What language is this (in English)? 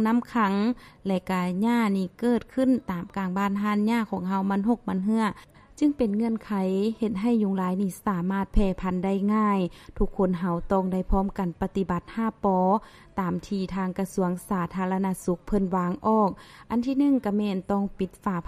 Lao